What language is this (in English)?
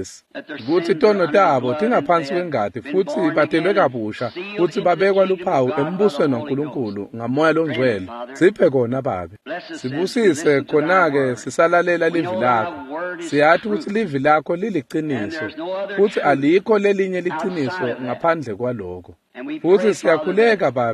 Swati